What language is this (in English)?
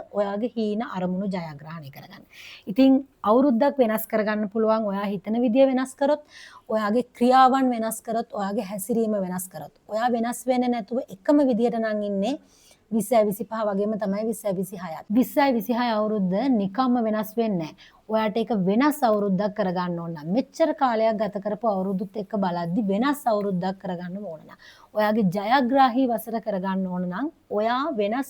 Sinhala